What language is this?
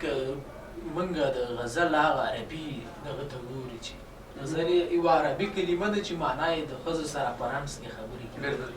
Pashto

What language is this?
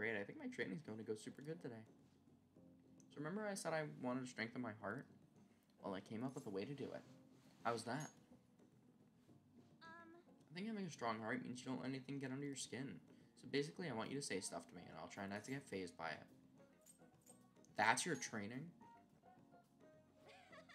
English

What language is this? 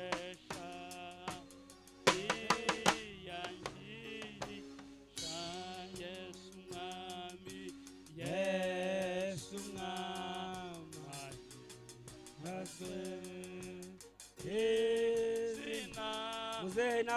Kinyarwanda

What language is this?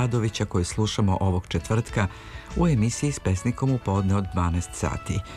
Serbian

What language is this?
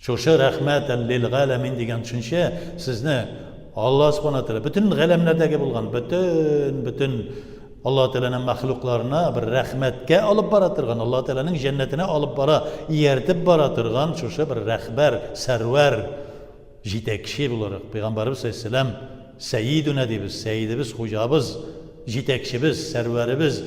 Tatar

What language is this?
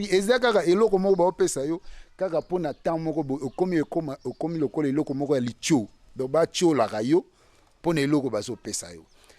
Lingala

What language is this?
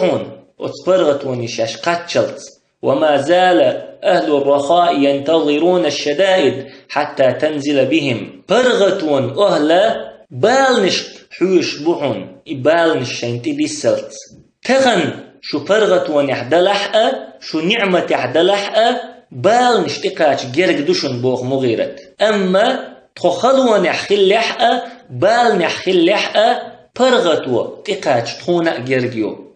Chechen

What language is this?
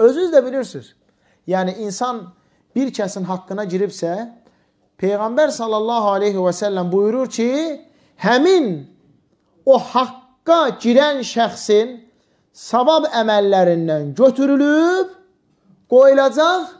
Azerbaijani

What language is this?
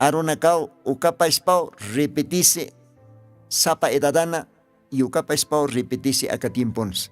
Aymara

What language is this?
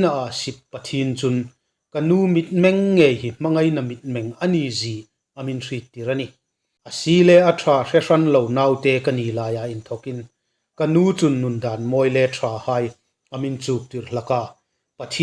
Hmar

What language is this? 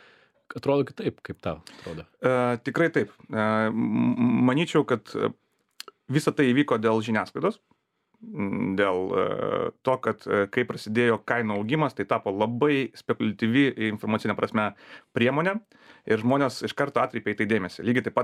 Lithuanian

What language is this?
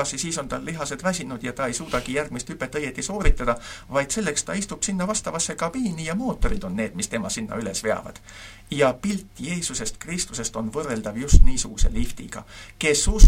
Estonian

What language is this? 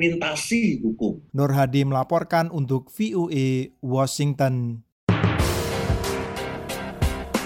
Indonesian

